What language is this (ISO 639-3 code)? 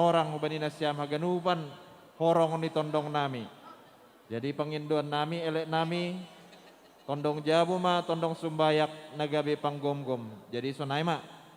bts